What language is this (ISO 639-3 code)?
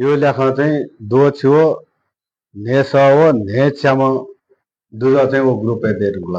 new